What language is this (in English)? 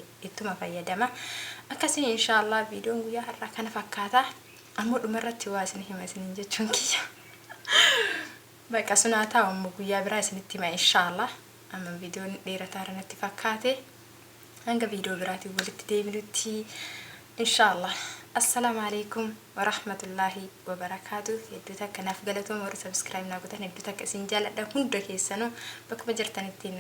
Oromo